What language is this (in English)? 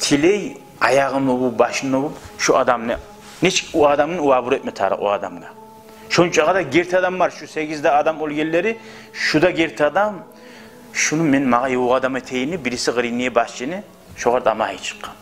Kumyk